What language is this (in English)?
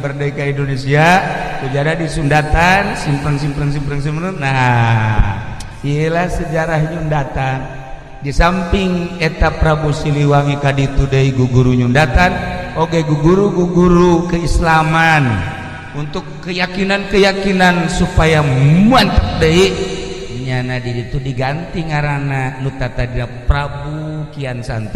Sundanese